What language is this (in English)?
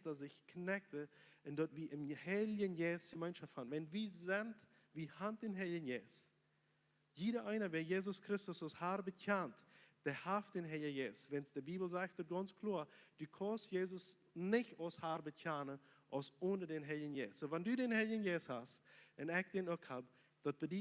Plautdietsch